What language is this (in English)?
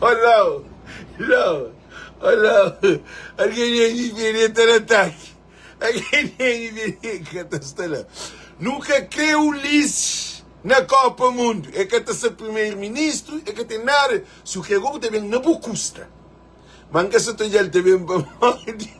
Kabuverdianu